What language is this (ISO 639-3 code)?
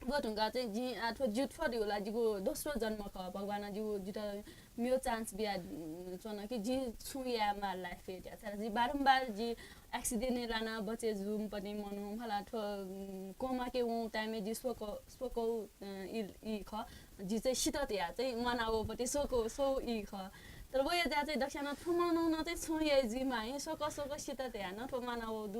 new